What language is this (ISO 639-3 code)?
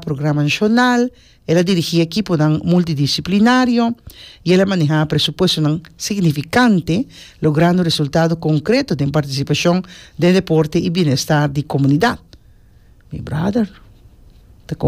pap